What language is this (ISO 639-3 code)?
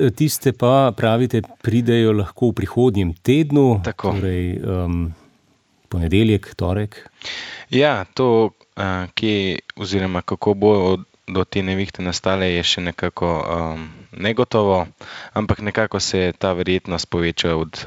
slv